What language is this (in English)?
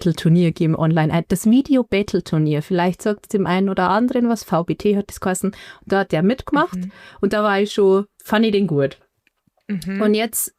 Bavarian